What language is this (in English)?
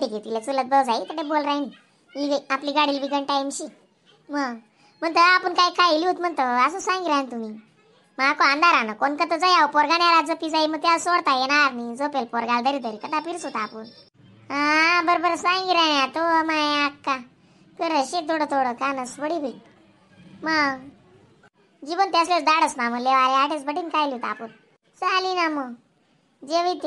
Khandesi